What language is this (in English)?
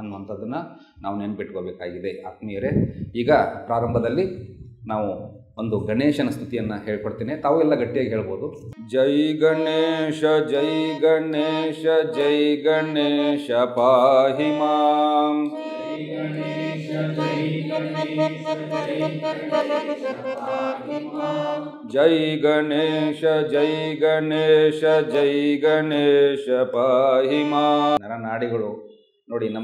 Kannada